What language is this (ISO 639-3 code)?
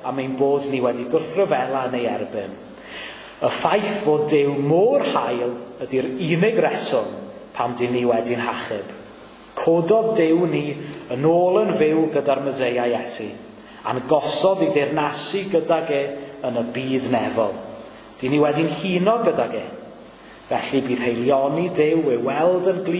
cym